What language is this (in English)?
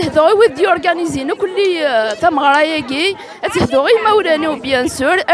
Kabyle